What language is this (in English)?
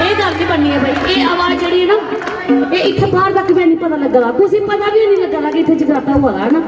Dogri